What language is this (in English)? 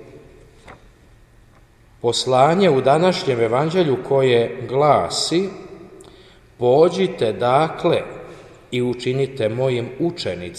Croatian